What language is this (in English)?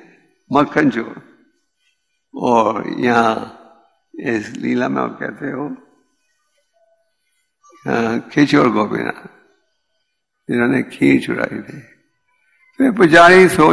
Hindi